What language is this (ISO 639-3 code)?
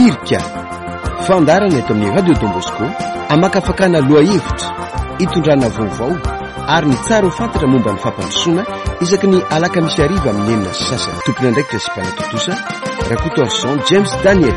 mlg